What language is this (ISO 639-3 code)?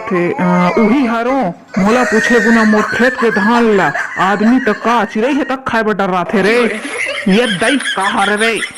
hne